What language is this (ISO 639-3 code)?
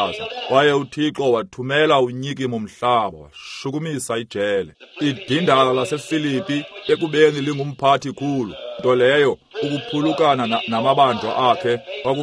xho